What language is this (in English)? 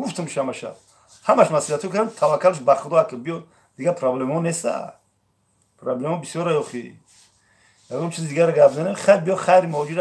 Tajik